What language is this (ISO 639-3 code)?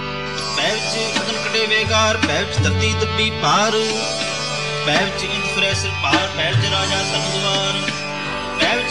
pan